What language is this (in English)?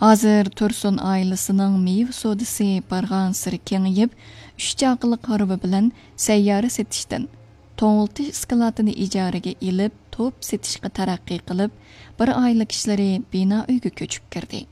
Uyghur